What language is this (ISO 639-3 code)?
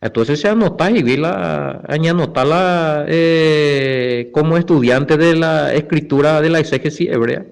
grn